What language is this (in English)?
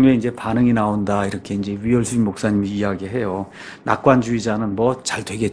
Korean